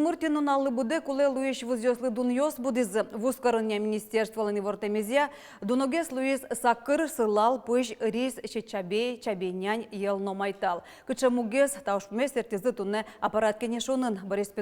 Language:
Udmurt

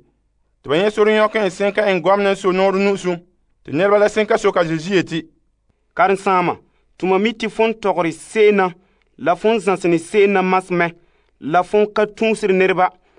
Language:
Frafra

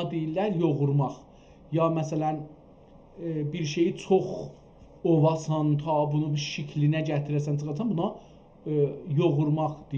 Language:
South Azerbaijani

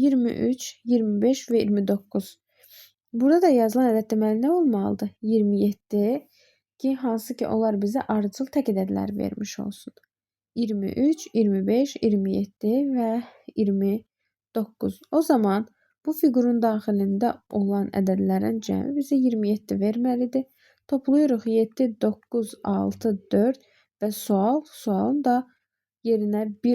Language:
Azerbaijani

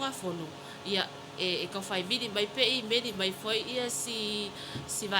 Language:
Samoan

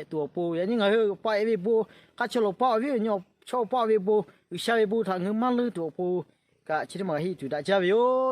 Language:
Lahu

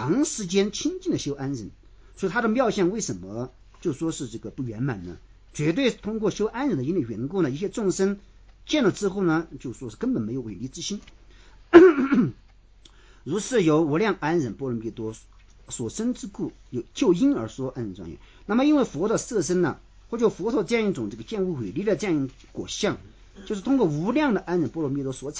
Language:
Chinese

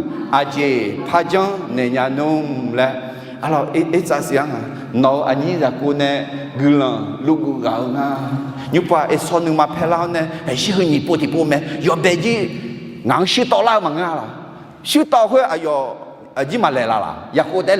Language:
Akha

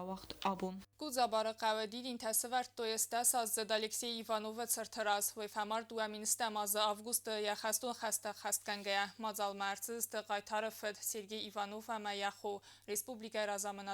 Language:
Ossetic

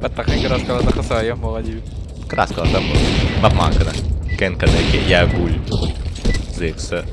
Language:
Yakut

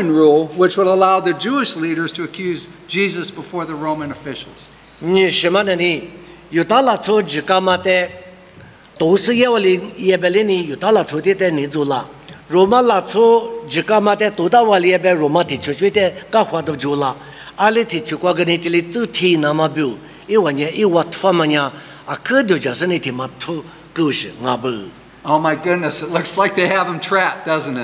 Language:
Lisu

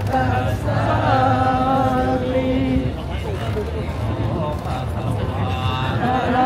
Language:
Thai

